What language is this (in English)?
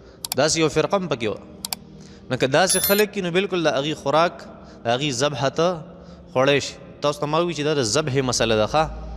Pashto